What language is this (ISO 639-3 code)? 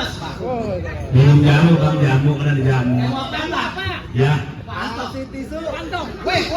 bew